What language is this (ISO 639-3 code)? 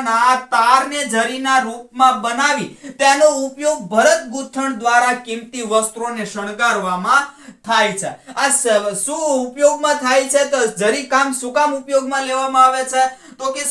guj